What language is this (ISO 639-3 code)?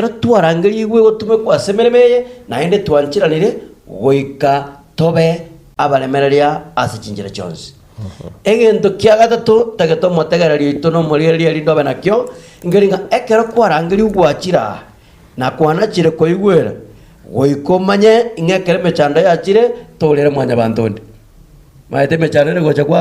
guz